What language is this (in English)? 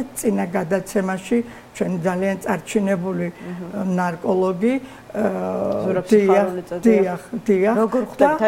Georgian